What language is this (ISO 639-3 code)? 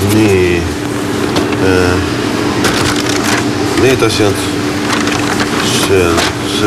est